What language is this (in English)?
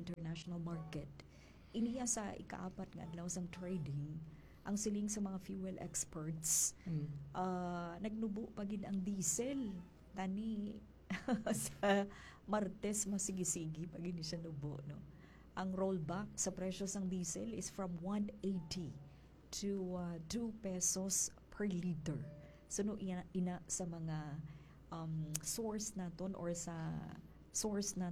Hiligaynon